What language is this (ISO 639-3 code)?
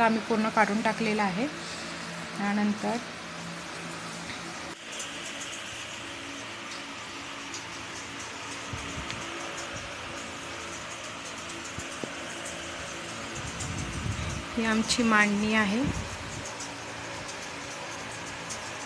mar